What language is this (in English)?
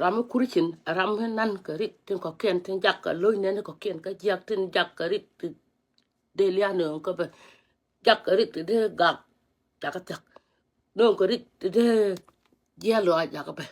Nuer